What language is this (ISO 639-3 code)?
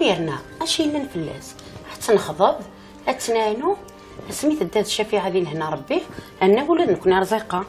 kab